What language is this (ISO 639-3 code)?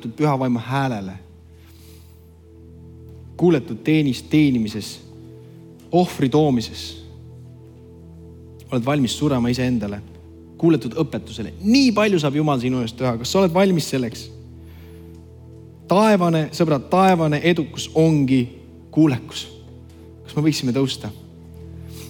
est